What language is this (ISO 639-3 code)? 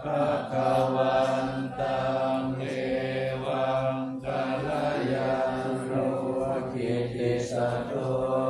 pli